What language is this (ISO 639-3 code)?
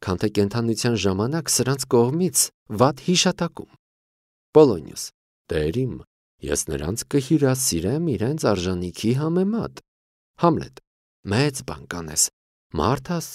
hye